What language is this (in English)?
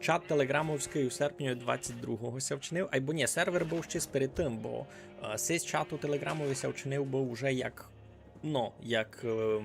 Rusyn